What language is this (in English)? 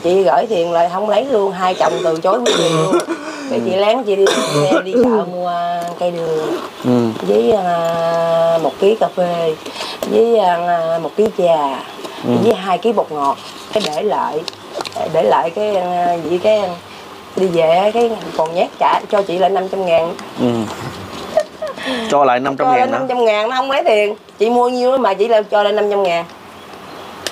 Vietnamese